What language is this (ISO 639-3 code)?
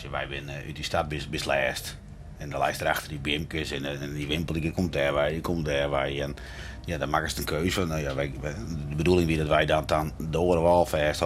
fry